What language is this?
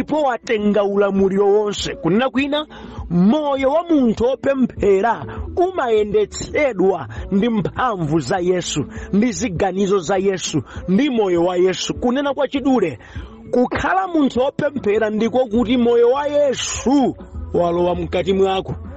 Nyanja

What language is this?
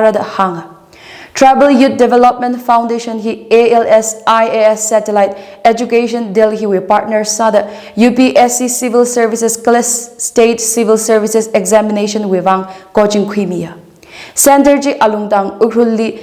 Tangkhul Naga (India)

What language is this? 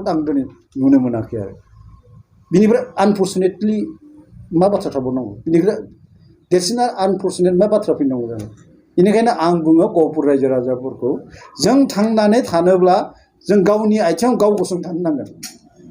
Bodo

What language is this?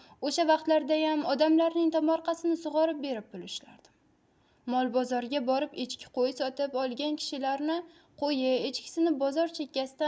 Uzbek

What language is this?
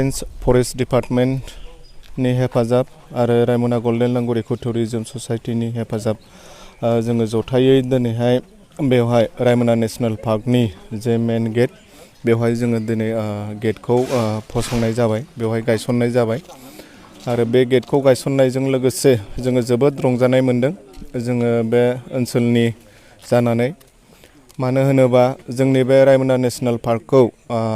Bodo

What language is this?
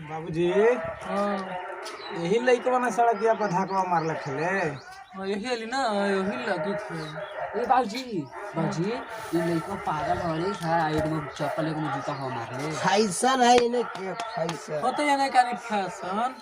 Magahi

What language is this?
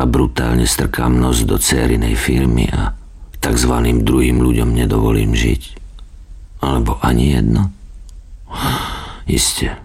Slovak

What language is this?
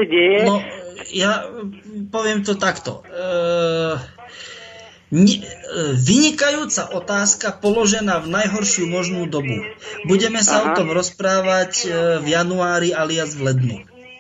Slovak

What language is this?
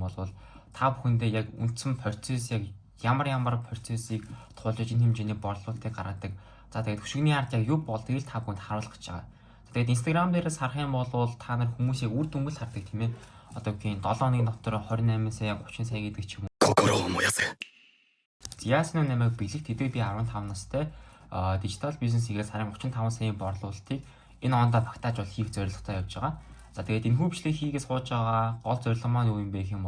Mongolian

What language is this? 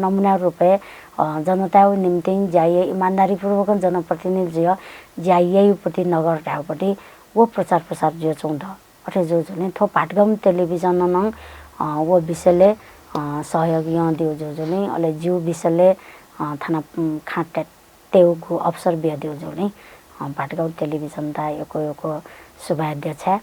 Newari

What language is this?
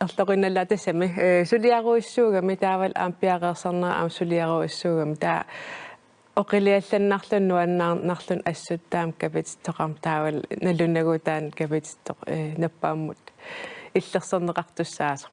Kalaallisut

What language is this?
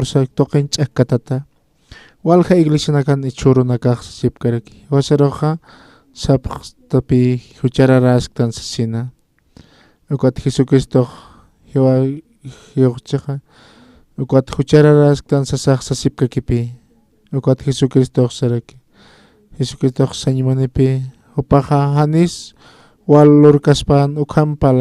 Aymara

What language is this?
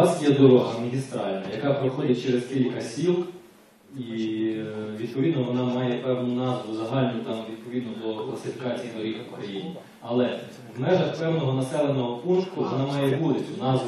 Ukrainian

